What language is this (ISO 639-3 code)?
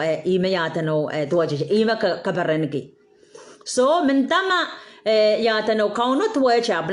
pon